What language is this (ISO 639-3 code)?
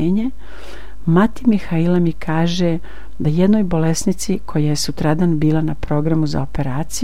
srp